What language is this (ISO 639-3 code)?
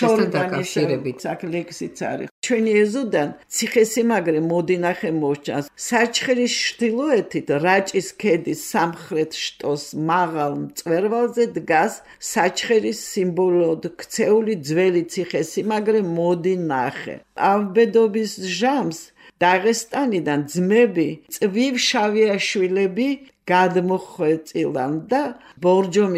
kat